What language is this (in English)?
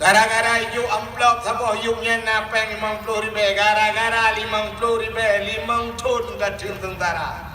Achinese